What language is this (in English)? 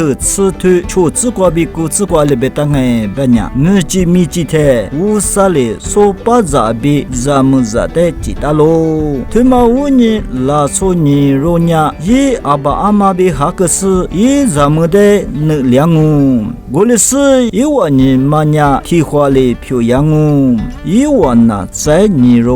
Lisu